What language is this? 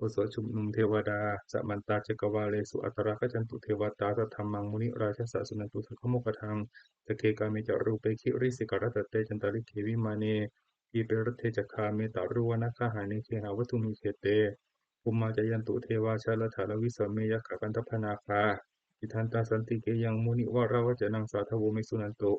Pali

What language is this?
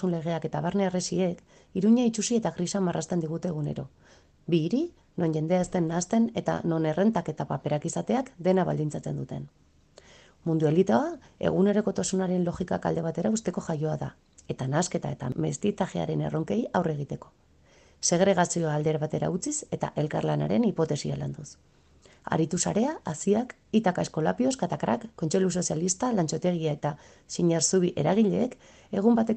Basque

